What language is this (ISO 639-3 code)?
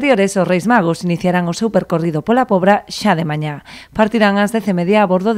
glg